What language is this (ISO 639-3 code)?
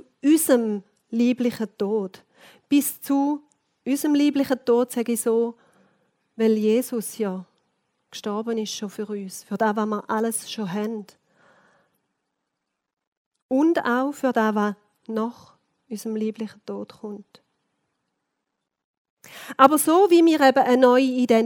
deu